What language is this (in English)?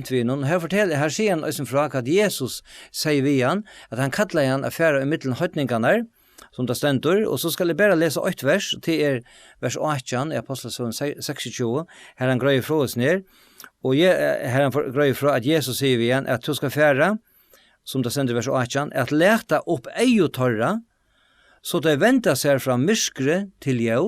Faroese